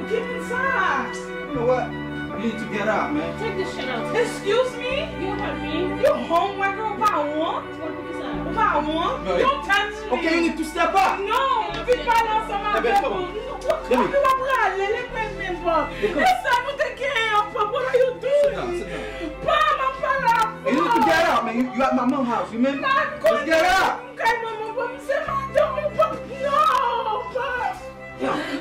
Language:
Haitian Creole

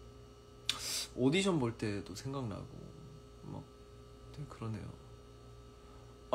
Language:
Korean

